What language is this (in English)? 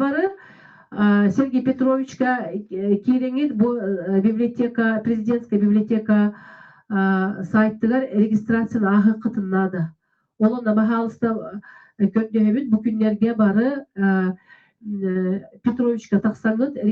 Yakut